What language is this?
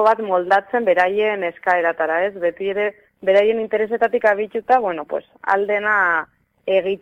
Basque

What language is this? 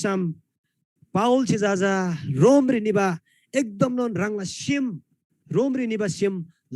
Eastern Tamang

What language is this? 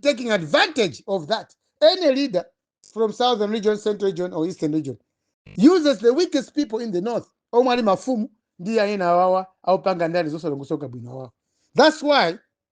Nyanja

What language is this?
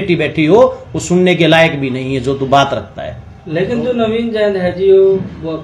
Hindi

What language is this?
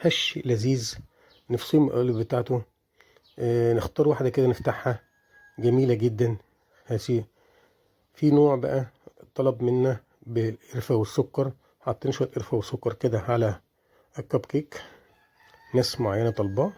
Egyptian Arabic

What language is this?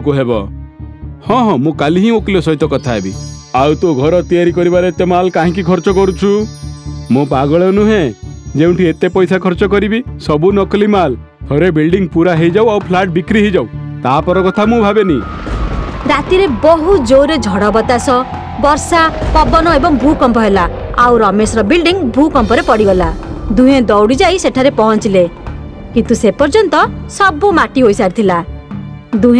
Odia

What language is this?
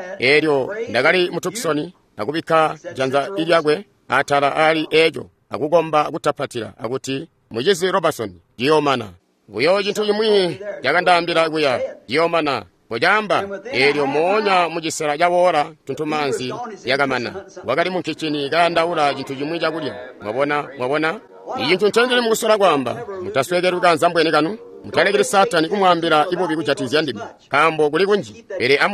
Tonga (Zambia)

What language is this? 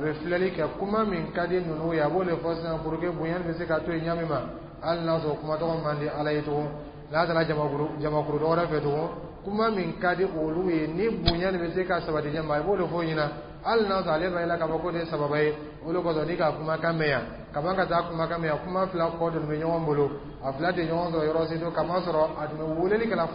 Dyula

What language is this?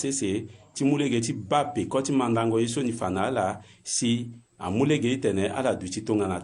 Sango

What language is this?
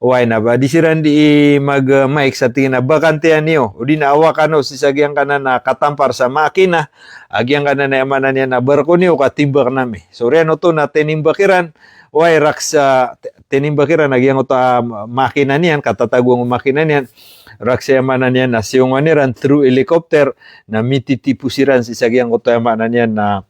Maranao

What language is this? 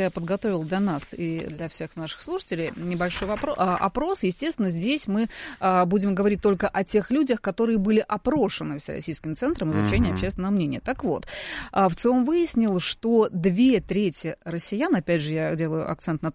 Russian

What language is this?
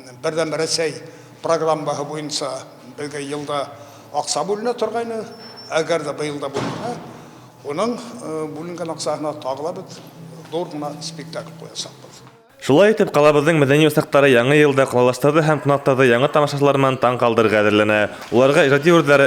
Bashkir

